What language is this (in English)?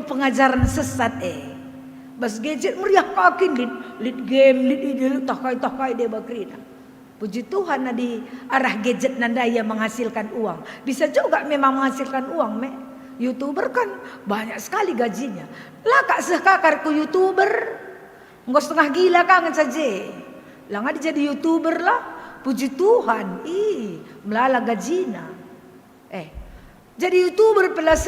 Batak Karo